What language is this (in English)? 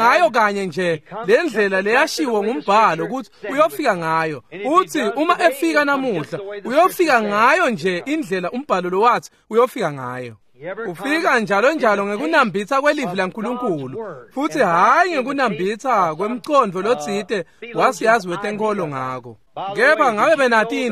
Swati